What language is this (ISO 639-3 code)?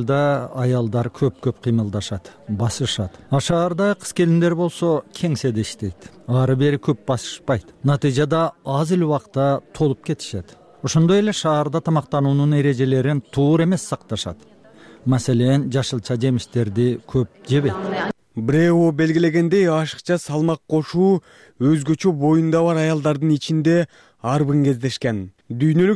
kir